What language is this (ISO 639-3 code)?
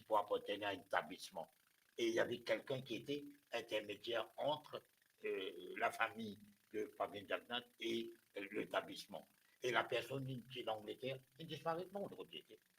mfe